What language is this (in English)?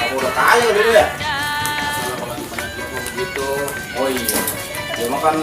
Betawi